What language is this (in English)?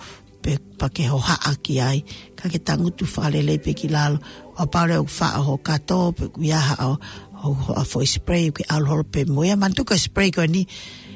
Tongan